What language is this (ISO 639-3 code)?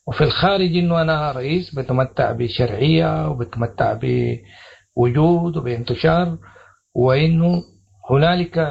apd